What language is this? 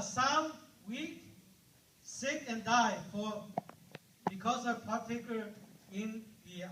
Lahu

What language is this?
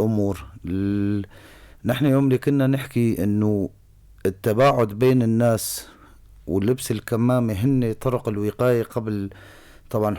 North Levantine Arabic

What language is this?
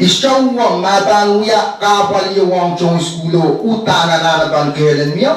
Pohnpeian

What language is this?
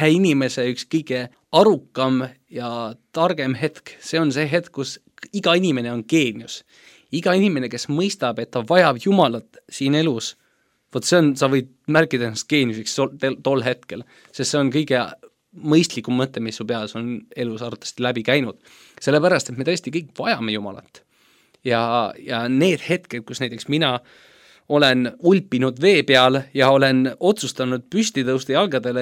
Estonian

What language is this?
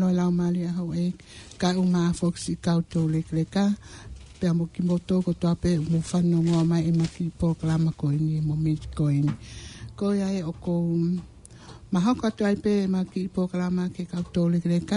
Tongan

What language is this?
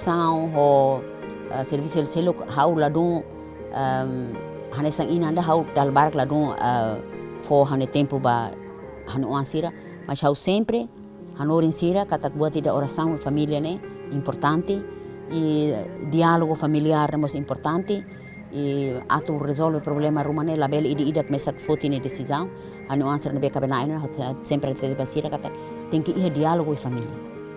Tetum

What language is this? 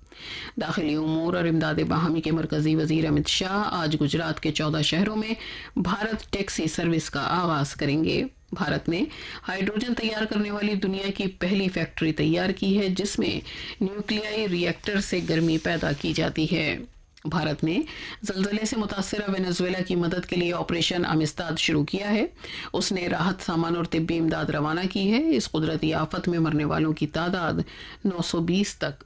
Urdu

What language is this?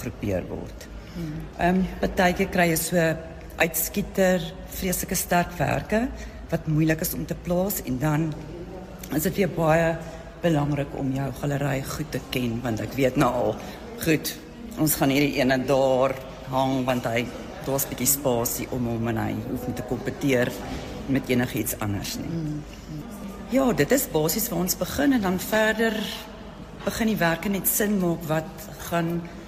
Afrikaans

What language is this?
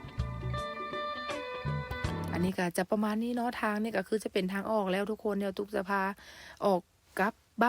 Lao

